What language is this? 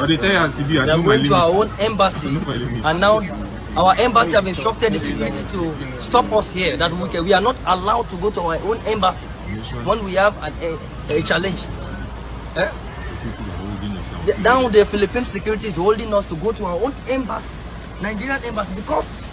Nigerian Pidgin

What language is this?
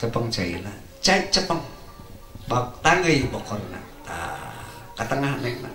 Sundanese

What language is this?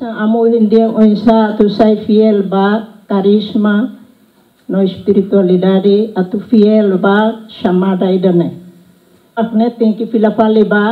Tetum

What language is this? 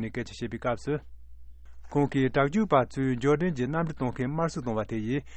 Tibetan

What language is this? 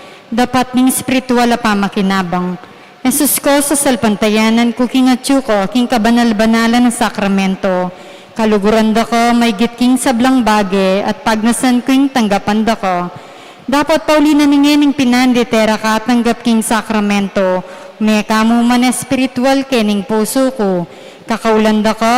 Pampanga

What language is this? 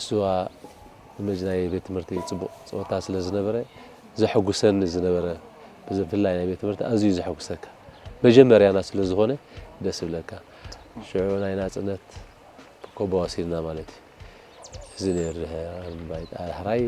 Tigrinya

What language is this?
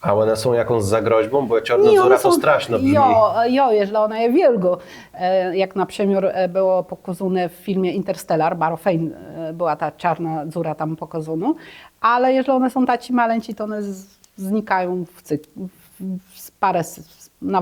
Kashubian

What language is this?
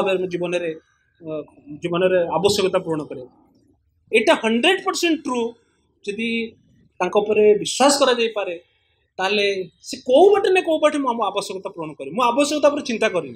Odia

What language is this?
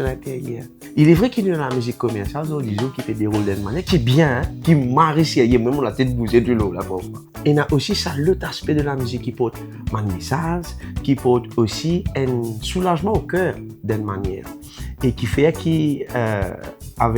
Morisyen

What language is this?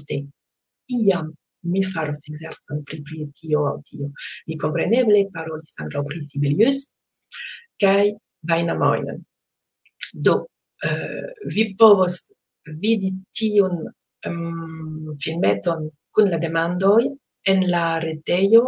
Esperanto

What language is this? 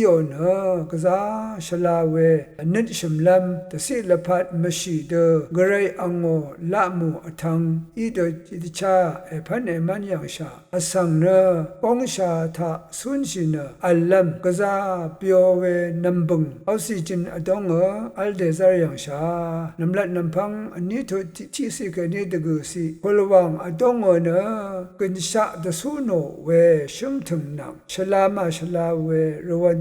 Rawang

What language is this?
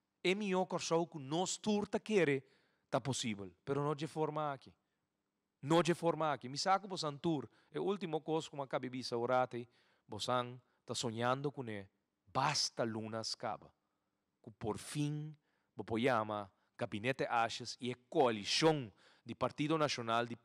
Papiamento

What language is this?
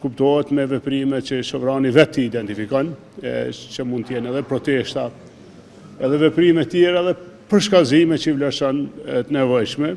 Albanian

